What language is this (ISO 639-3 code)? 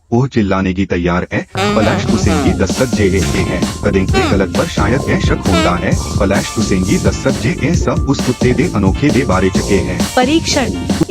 doi